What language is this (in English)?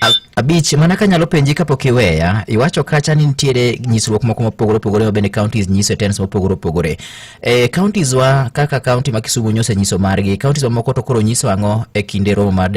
Luo (Kenya and Tanzania)